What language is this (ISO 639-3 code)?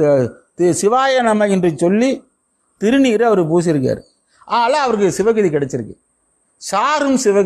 tam